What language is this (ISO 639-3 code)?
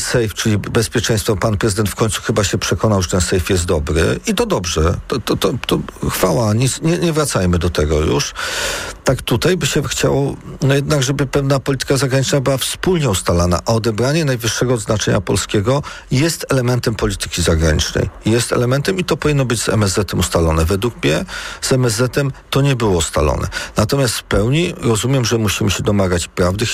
pol